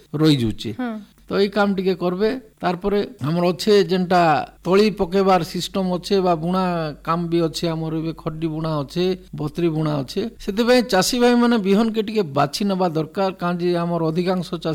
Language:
Odia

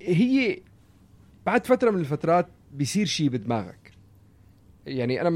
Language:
North Levantine Arabic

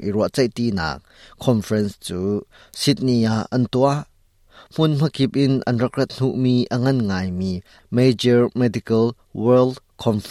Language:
Hakha Chin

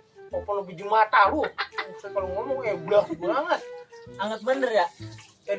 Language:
Betawi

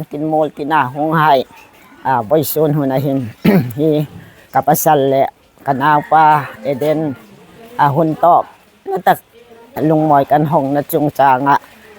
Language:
Hmar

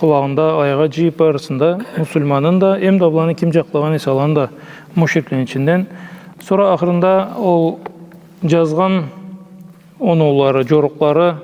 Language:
Karachay-Balkar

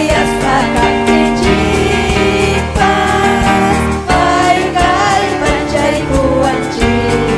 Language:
Ayacucho Quechua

